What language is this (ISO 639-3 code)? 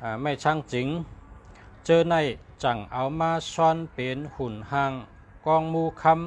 shn